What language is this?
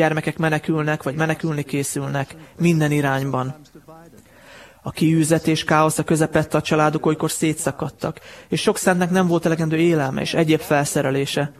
Hungarian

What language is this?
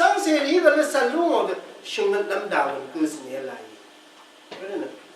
Rawang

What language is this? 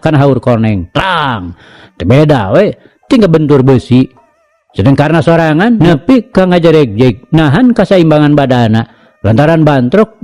Sundanese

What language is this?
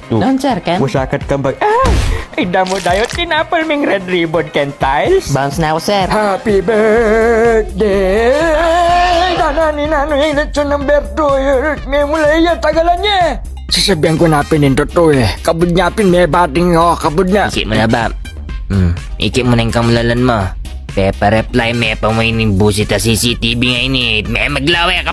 Pampanga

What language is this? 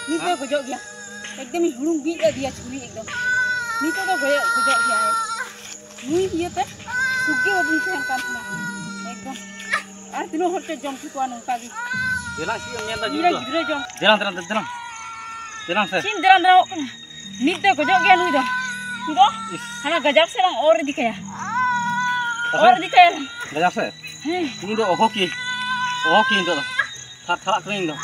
Santali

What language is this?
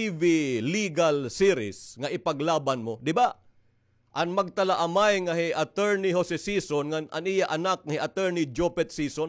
Waray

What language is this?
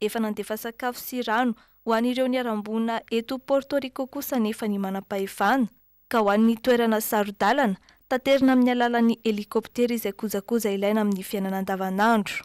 Malagasy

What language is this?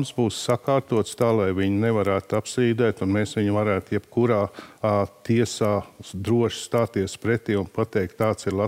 Latvian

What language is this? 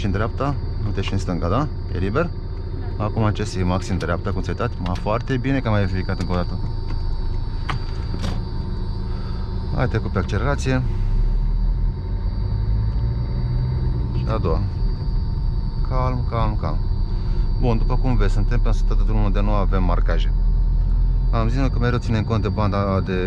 Romanian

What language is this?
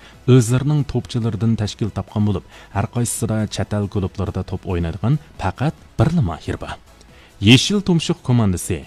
Uyghur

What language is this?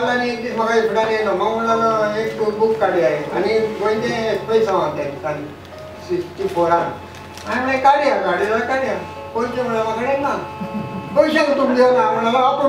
Konkani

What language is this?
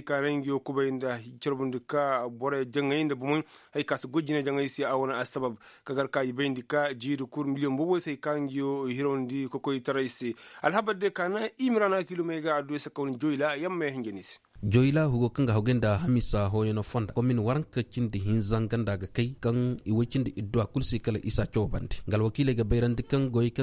Koyraboro Senni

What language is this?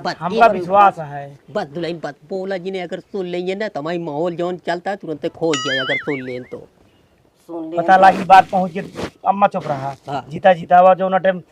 Awadhi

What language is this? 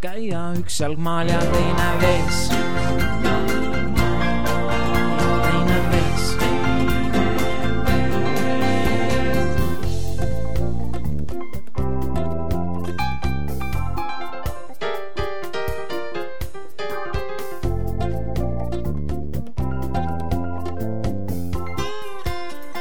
Estonian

